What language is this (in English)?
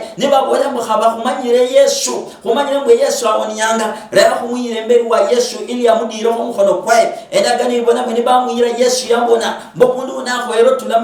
Luyia